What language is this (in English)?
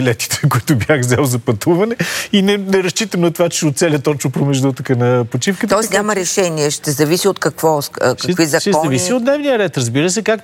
Bulgarian